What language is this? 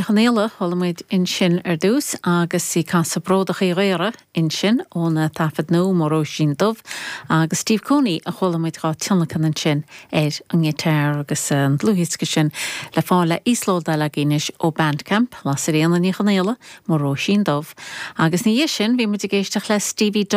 Irish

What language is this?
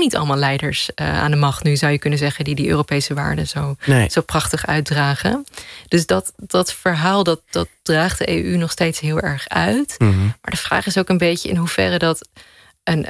Dutch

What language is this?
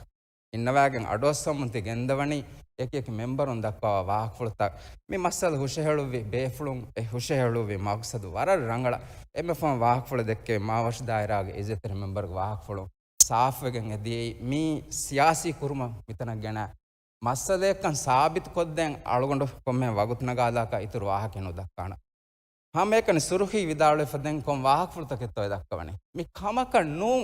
Divehi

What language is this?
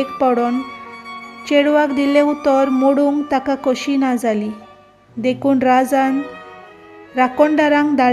Konkani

